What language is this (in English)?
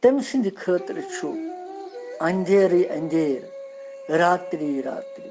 Kashmiri